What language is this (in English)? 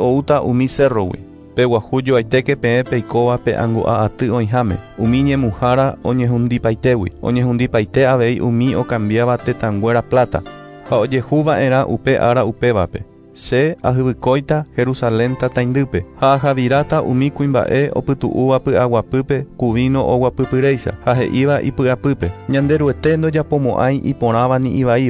Guarani